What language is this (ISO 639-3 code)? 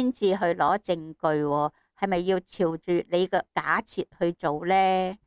yue